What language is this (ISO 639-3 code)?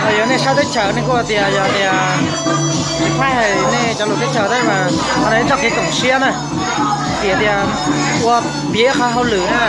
hmn